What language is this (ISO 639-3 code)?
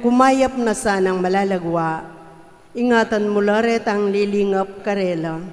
pam